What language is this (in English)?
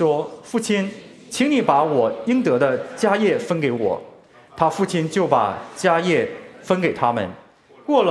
Chinese